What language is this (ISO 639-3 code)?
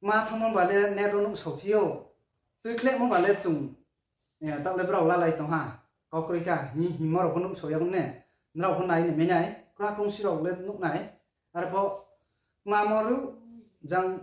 ria